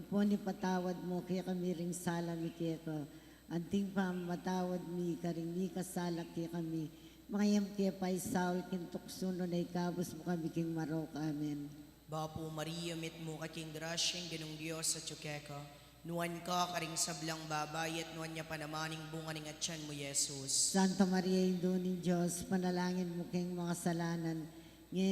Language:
Pampanga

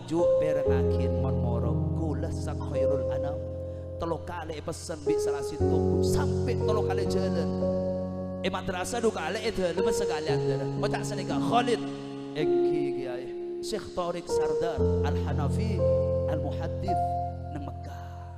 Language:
Madurese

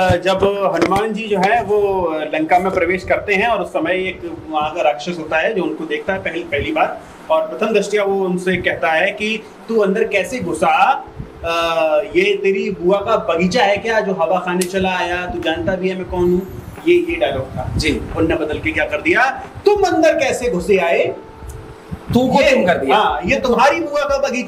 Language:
Hindi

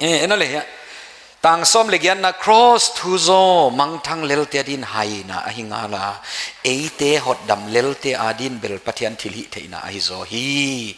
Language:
Paite Chin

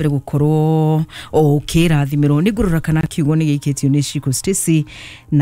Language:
Kikuyu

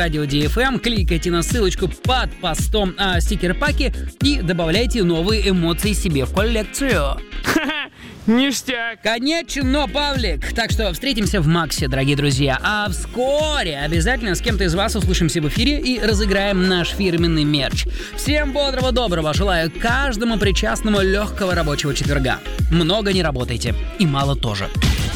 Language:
Russian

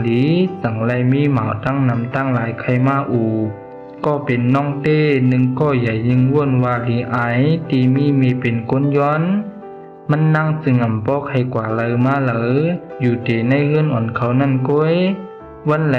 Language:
Shan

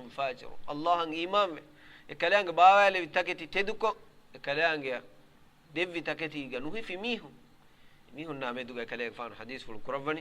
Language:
Divehi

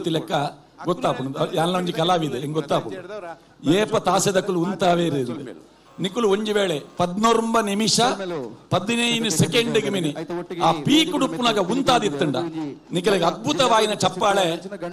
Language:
Tulu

